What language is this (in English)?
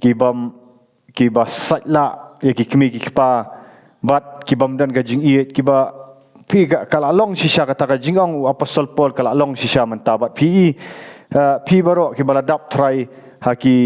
Khasi